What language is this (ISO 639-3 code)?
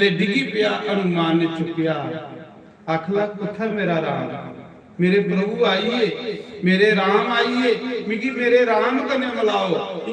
doi